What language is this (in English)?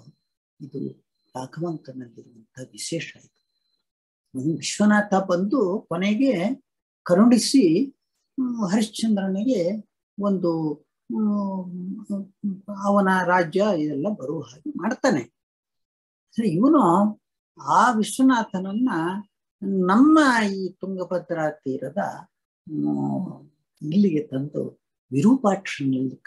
Kannada